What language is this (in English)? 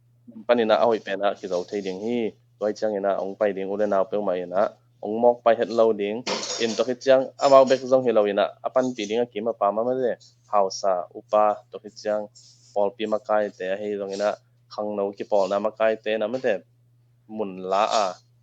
Tedim Chin